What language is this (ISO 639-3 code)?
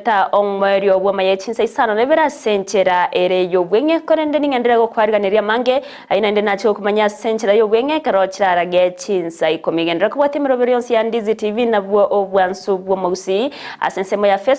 guz